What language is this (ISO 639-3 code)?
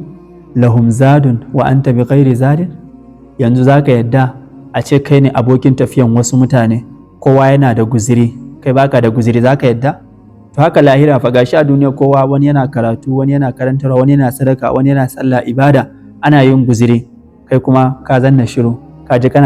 hau